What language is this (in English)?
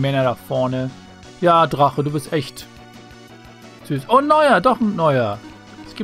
German